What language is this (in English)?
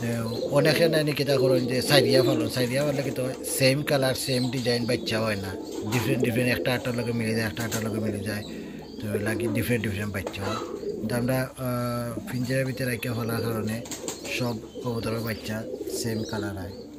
Sylheti